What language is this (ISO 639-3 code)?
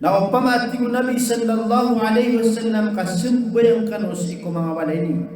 mrw